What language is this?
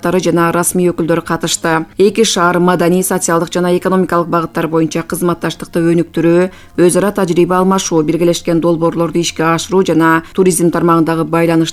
Kyrgyz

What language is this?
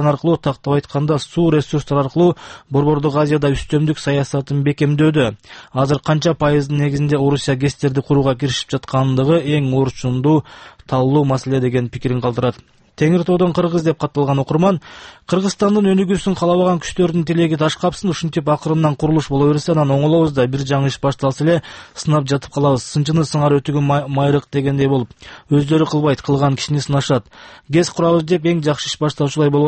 Kyrgyz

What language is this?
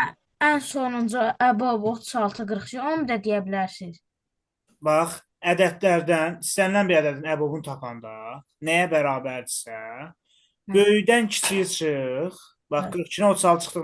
Azerbaijani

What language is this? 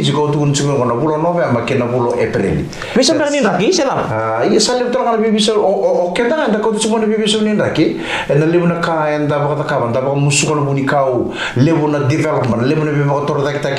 Fijian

